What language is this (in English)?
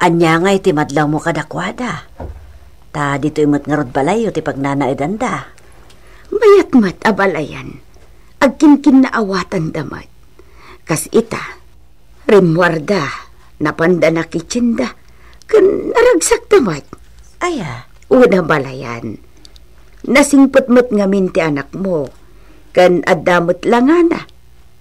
Iloko